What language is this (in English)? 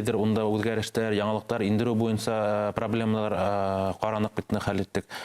Bashkir